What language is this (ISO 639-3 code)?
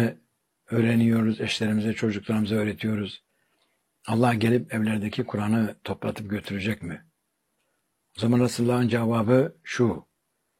tur